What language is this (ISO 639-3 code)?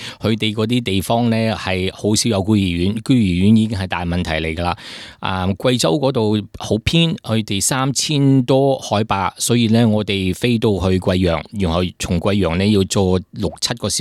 yue